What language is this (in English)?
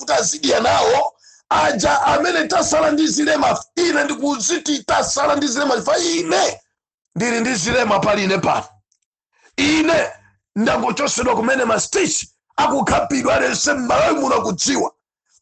Nyanja